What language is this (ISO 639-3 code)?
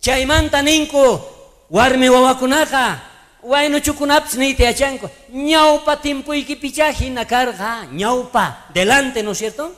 quh